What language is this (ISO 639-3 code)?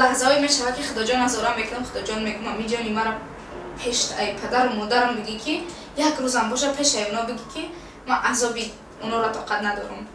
tgk